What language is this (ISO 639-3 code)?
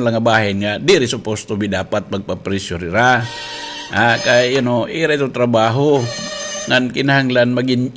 war